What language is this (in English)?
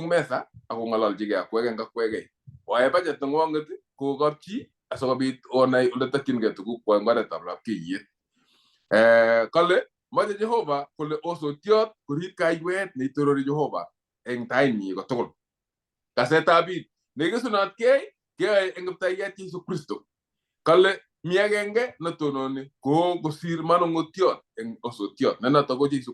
Kalenjin